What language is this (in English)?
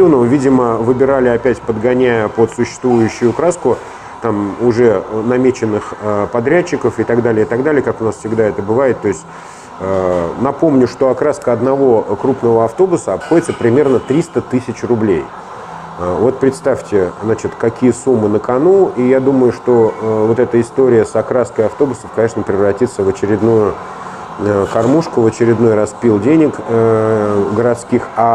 Russian